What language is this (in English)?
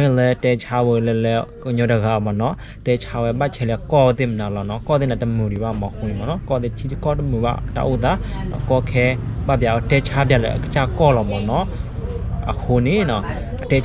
S'gaw Karen